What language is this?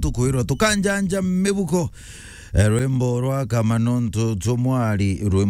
Meru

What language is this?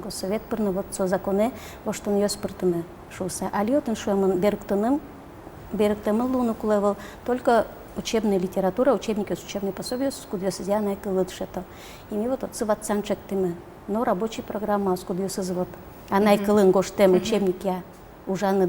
Udmurt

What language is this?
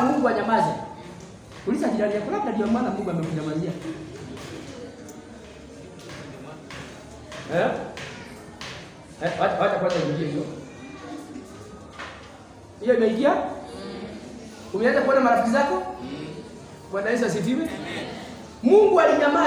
Swahili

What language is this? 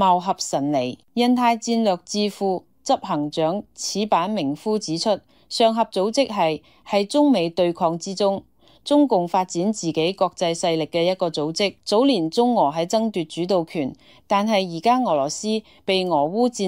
Cantonese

